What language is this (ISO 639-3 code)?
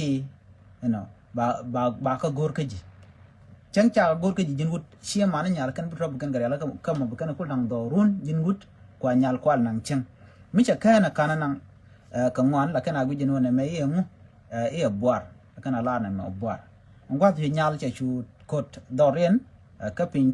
nus